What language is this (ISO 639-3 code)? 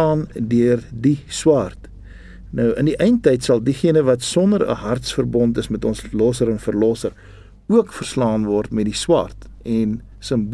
afr